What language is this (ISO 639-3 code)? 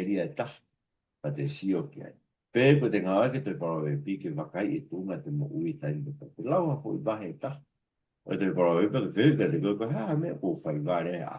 ton